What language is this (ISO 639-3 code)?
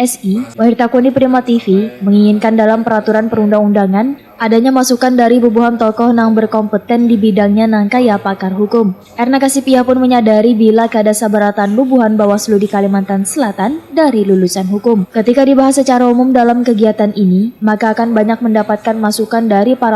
bjn